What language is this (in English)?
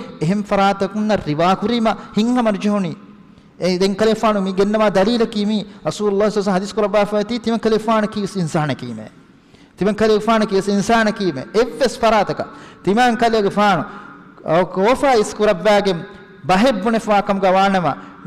Divehi